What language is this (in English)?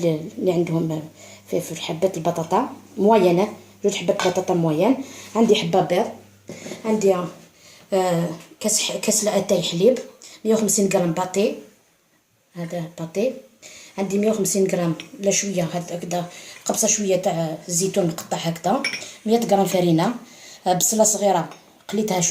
Algerian Arabic